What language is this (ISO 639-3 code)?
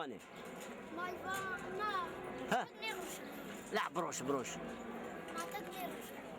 zza